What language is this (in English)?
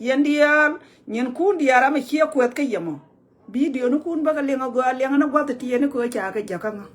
Nuer